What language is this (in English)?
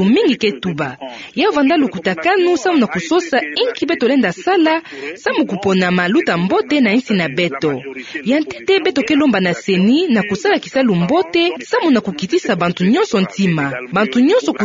Kituba (Democratic Republic of Congo)